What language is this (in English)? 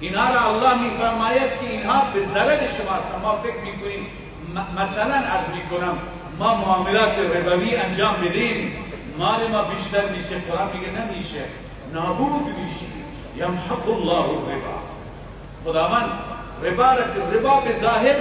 Persian